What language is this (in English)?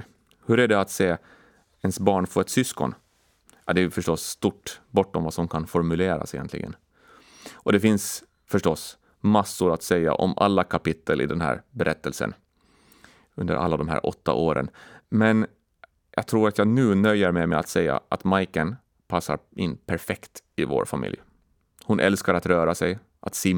Swedish